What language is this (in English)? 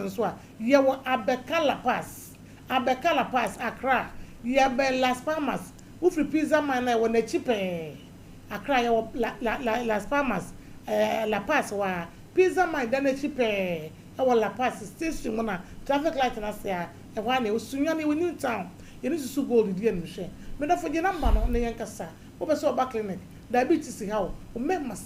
Akan